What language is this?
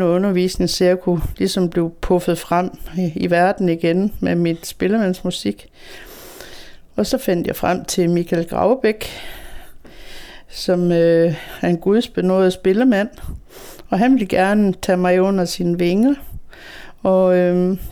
Danish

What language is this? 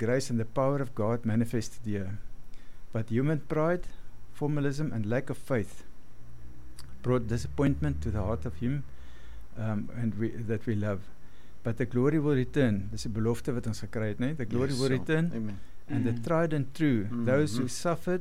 Afrikaans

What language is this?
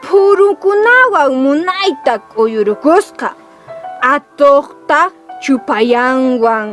Quechua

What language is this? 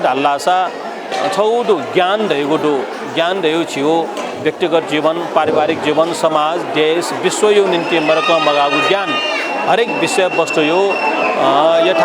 Newari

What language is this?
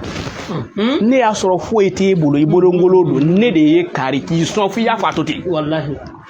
Bambara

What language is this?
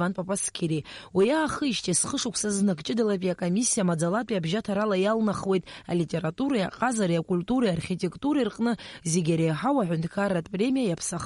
Abkhazian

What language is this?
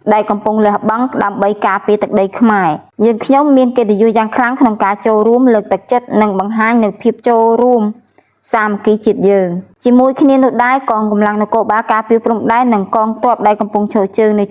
Khmer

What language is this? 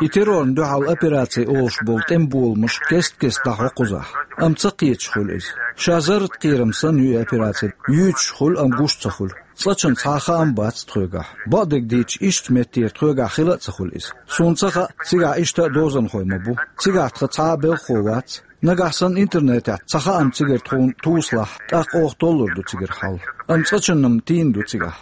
Chechen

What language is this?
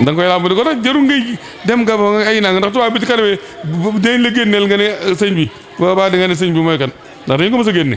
Wolof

